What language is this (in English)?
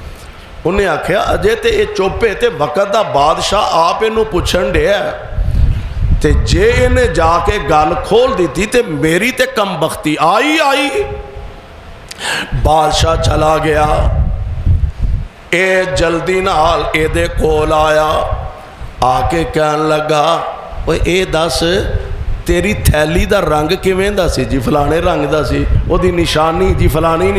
Western Panjabi